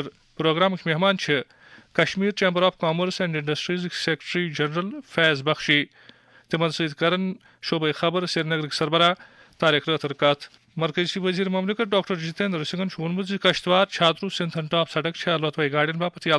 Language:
Kashmiri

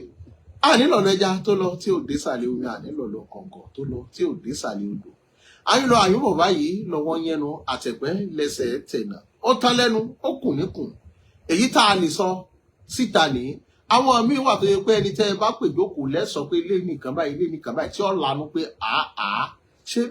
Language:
Yoruba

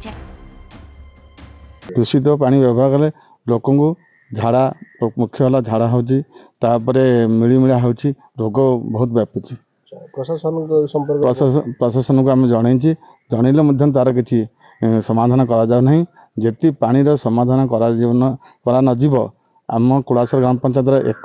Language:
Odia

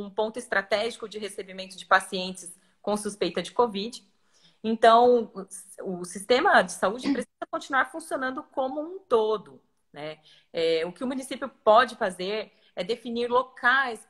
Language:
Portuguese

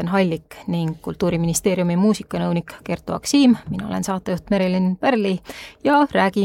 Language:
Estonian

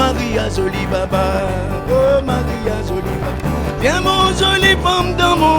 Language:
Réunion Creole French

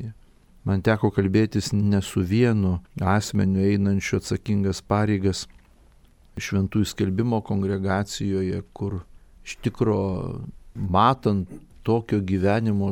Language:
Lithuanian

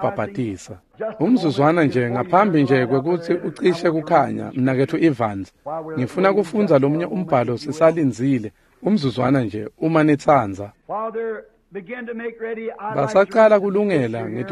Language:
Swati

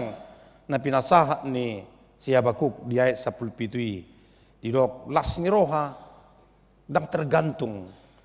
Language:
Batak Toba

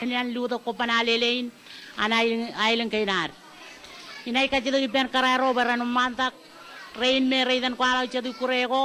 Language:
Marshallese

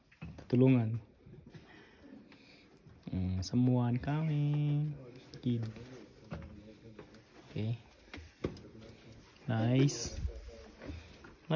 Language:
Filipino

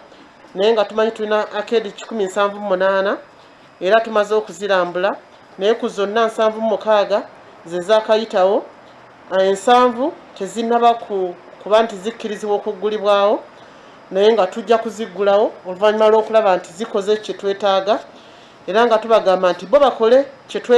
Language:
Ganda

